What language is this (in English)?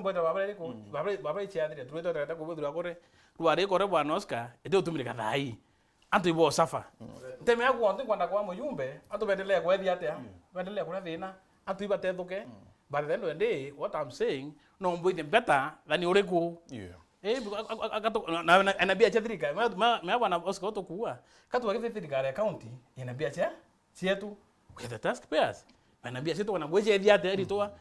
Meru